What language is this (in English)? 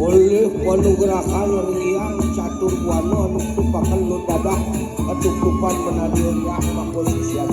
Balinese